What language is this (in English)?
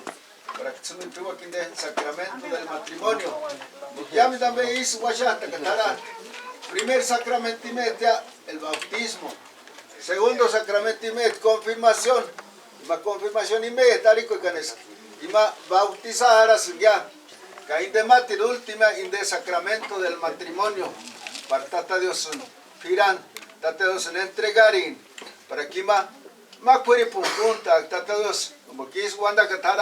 Purepecha